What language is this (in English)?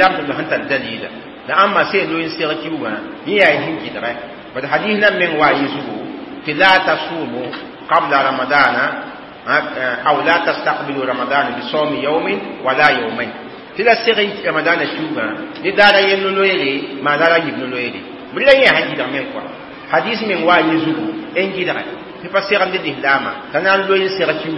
Mossi